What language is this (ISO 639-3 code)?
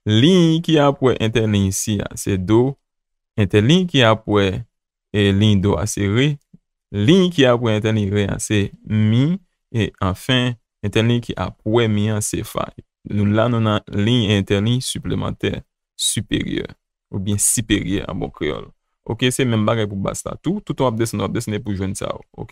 hat